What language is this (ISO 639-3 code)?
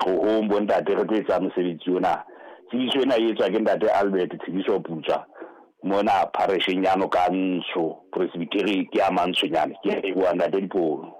sot